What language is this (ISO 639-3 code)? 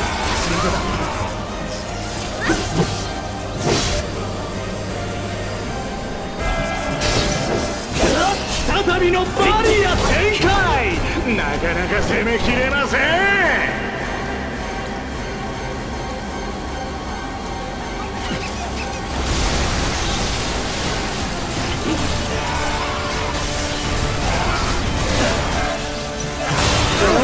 jpn